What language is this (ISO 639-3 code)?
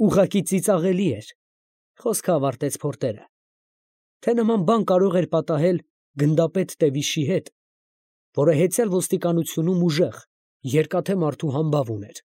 hye